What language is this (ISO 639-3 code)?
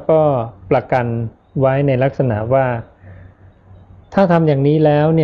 tha